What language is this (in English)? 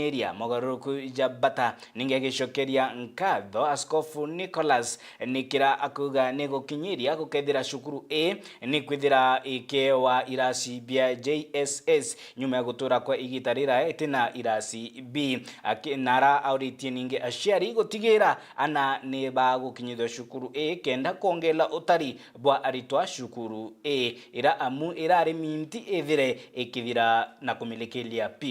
Meru